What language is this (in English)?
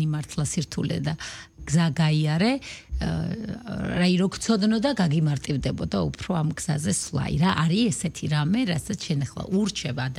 Georgian